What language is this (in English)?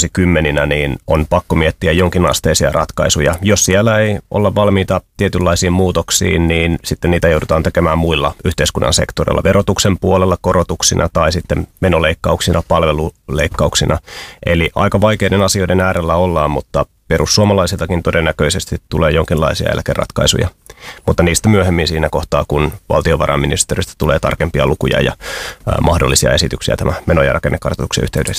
Finnish